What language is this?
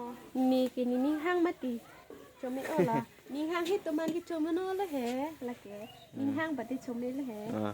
Karbi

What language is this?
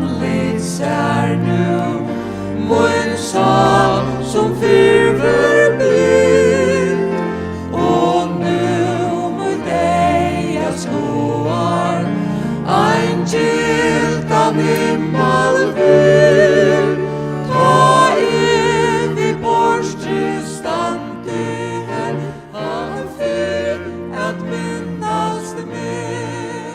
Faroese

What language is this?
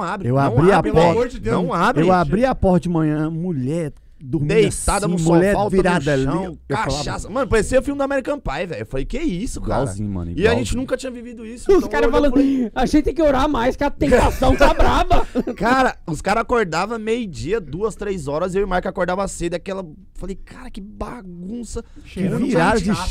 Portuguese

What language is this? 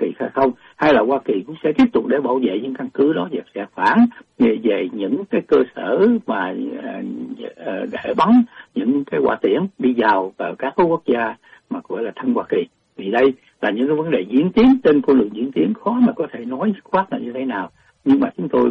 Vietnamese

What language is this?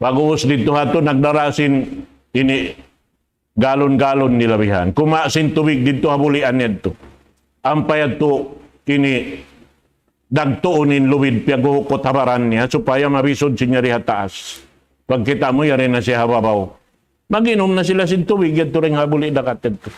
Tausug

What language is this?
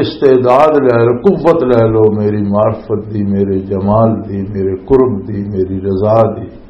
Western Panjabi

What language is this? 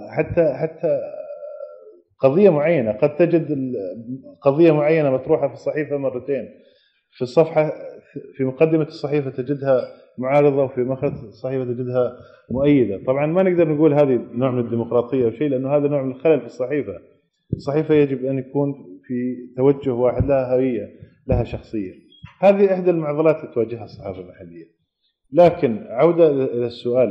Arabic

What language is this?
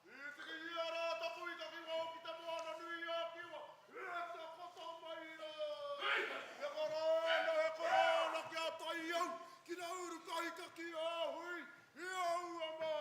Māori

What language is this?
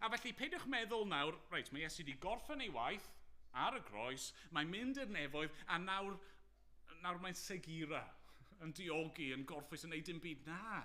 Welsh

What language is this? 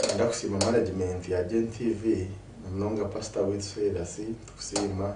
Nyankole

